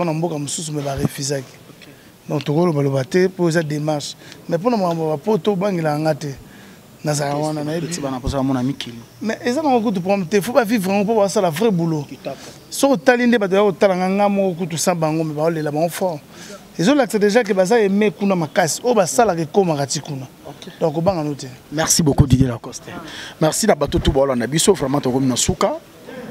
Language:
Lingala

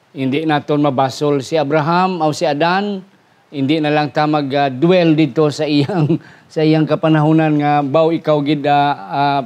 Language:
Hiligaynon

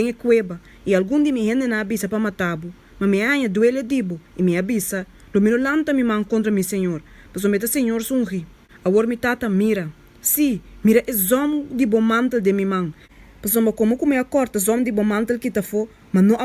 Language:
Papiamento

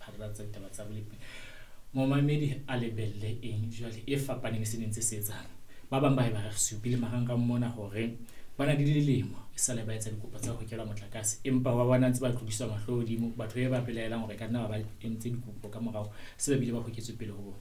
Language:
Southern Sotho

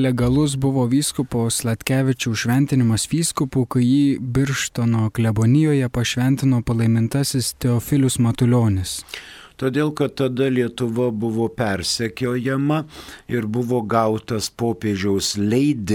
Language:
Lithuanian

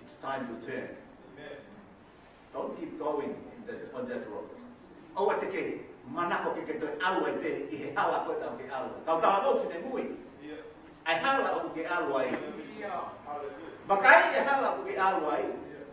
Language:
Tongan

